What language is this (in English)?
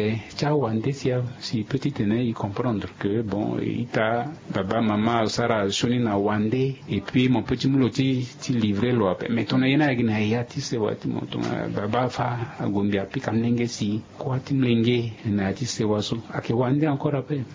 Sango